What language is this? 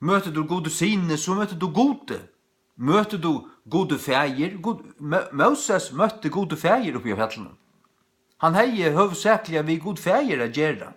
Faroese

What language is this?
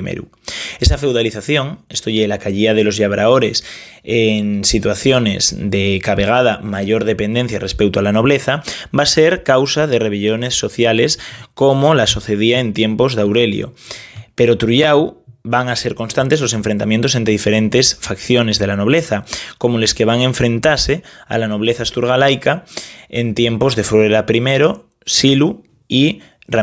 Asturian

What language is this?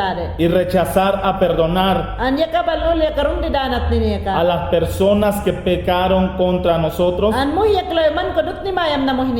Mayangna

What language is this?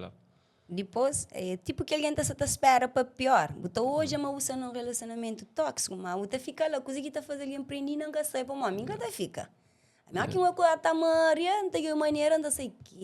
Kabuverdianu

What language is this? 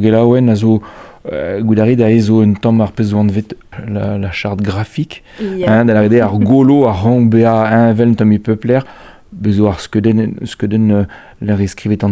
Breton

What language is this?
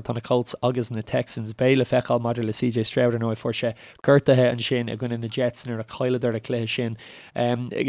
Irish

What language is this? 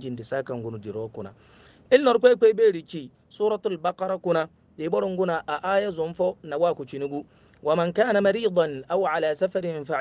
Hausa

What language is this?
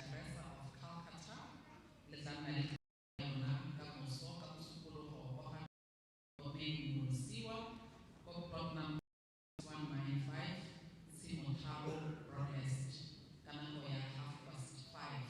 Tswana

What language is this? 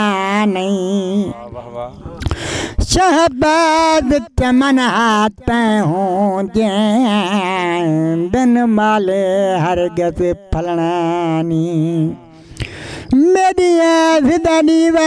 Saraiki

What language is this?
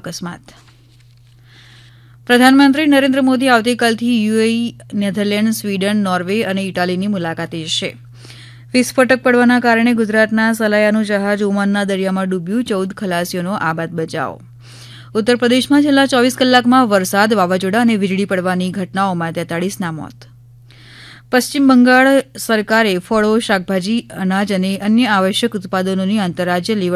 Gujarati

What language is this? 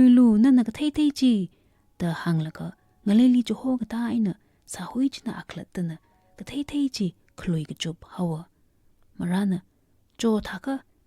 Tangkhul Naga (India)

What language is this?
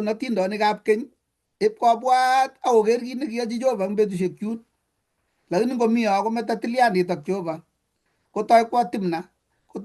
Kalenjin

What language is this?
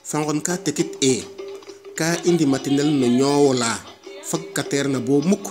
Serer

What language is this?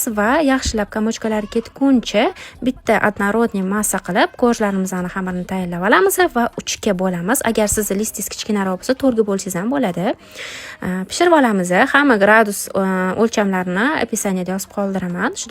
Uzbek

